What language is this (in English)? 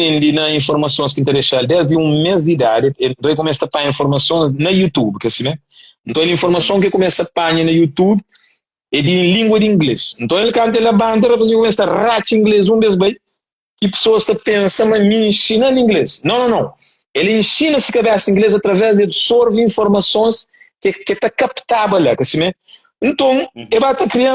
Kabuverdianu